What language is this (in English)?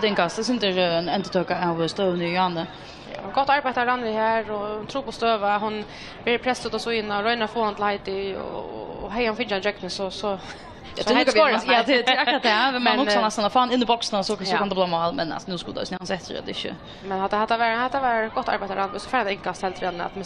Faroese